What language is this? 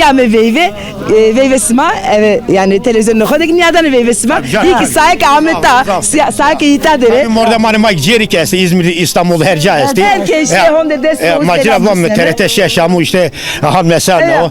Zaza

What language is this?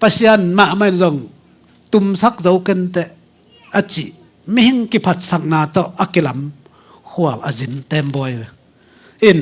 Tedim Chin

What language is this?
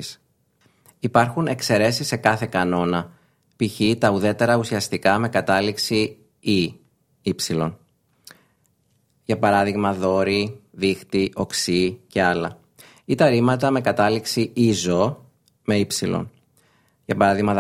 Greek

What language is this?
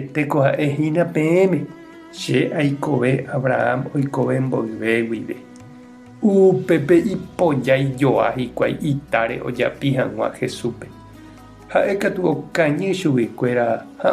Guarani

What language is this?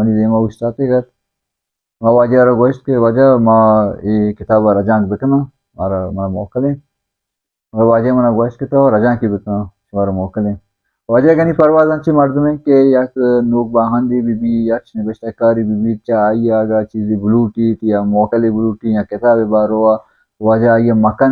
Baluchi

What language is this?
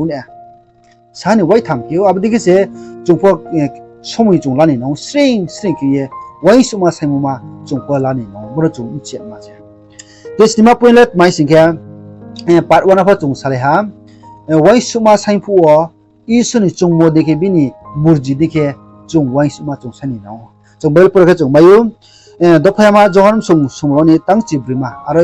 Riang (India)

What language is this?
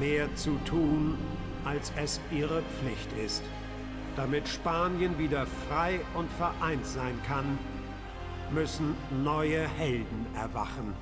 Swiss German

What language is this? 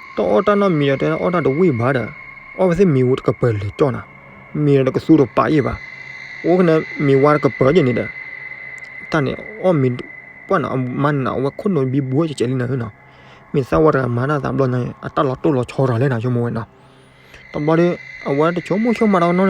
S'gaw Karen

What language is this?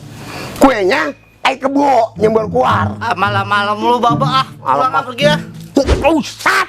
Betawi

